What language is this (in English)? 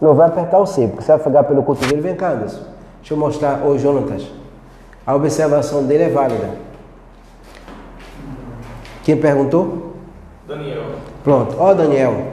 Portuguese